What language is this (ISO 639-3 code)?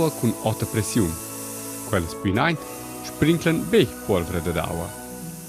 roh